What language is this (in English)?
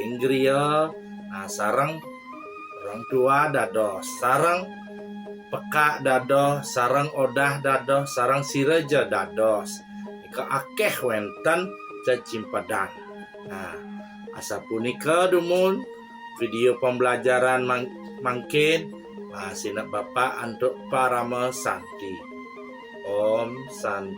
Balinese